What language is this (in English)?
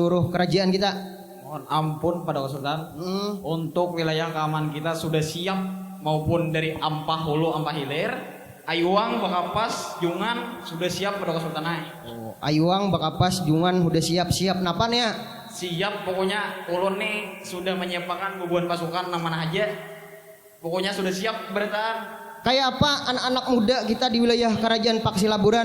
Banjar